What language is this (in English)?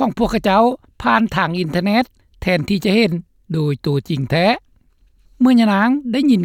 Lao